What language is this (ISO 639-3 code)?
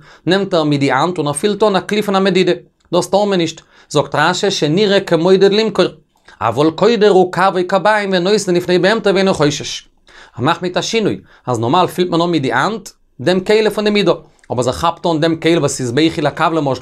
yid